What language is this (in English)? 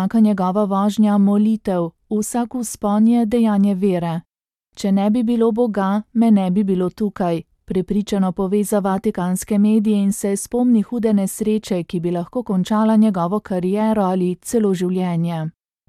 Slovenian